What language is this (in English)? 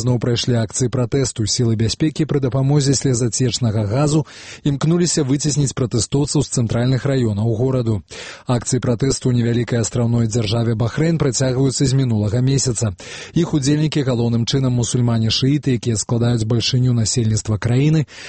Belarusian